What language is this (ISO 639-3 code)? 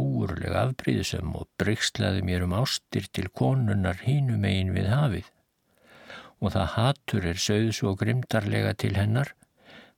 isl